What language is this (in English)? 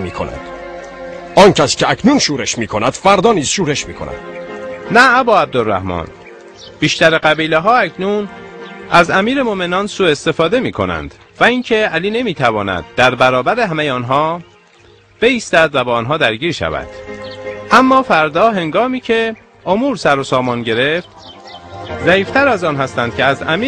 Tajik